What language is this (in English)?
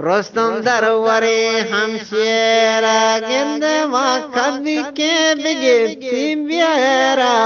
Eastern Balochi